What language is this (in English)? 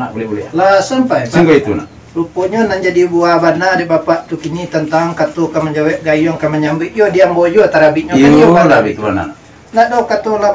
Minangkabau